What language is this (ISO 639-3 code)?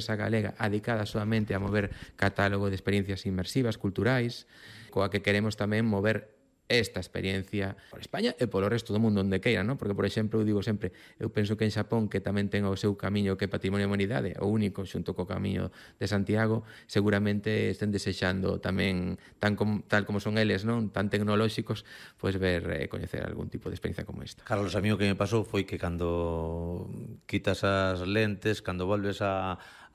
glg